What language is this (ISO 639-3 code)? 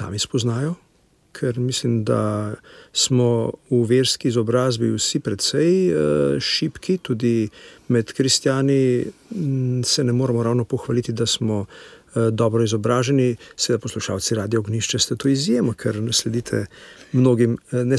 slv